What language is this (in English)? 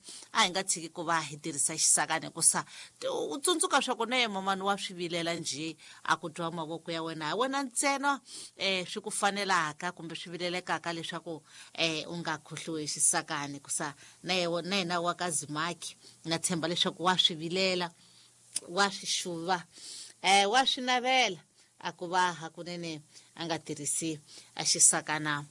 Tsonga